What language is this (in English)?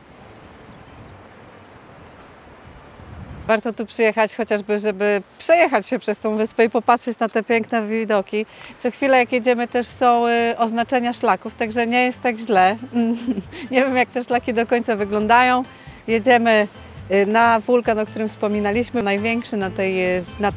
Polish